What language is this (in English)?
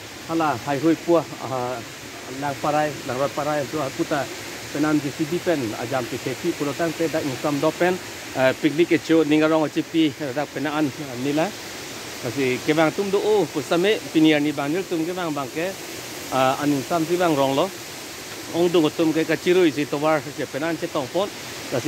Karbi